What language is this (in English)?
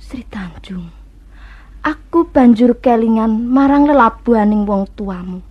Javanese